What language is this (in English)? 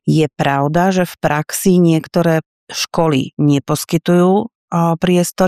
Slovak